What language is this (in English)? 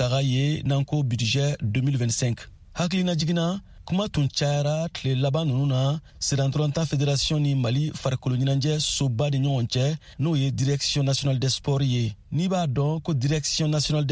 Bambara